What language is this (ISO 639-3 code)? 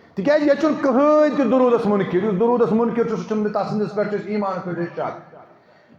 kas